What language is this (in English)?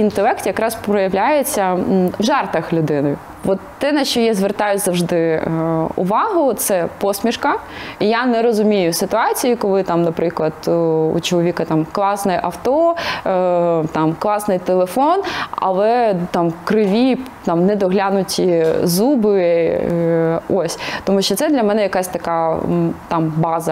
Ukrainian